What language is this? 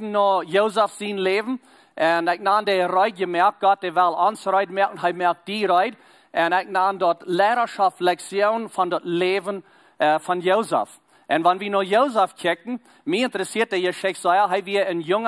Plautdietsch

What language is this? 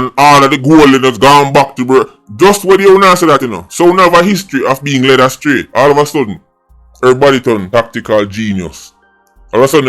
Jamaican Creole English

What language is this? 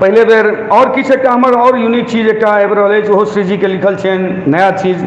Maithili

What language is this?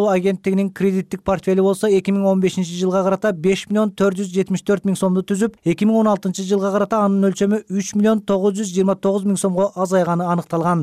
Kyrgyz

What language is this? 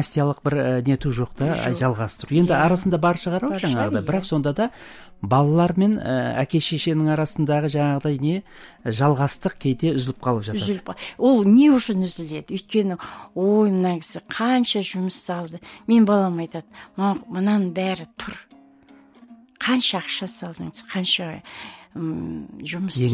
Kazakh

